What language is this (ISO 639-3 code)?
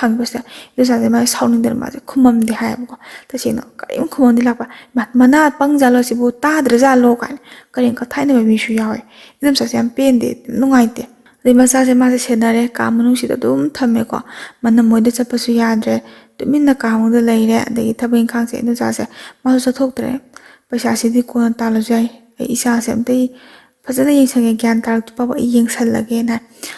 mni